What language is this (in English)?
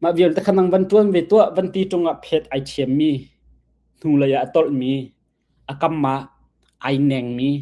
Hakha Chin